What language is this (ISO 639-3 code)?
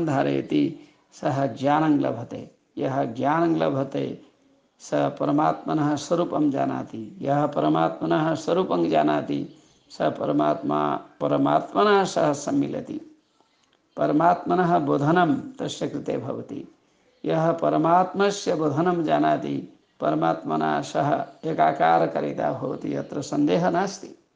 san